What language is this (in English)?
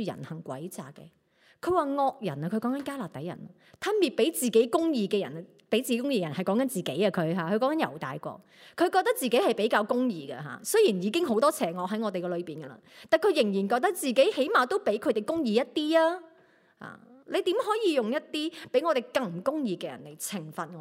Cantonese